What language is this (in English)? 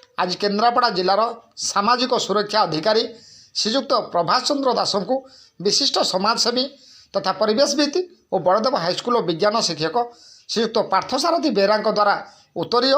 Odia